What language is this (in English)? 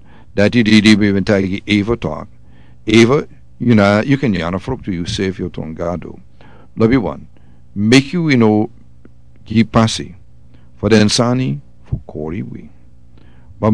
Sranan Tongo